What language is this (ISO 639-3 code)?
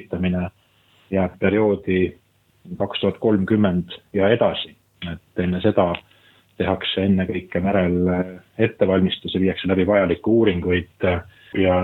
est